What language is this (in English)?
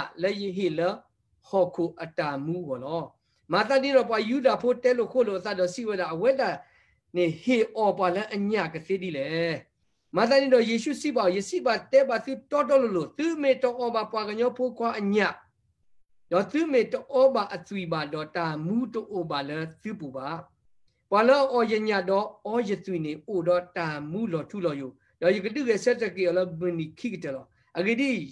S'gaw Karen